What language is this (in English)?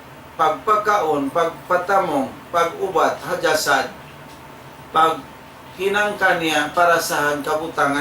Tausug